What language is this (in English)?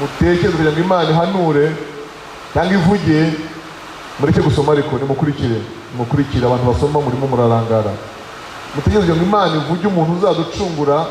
Kinyarwanda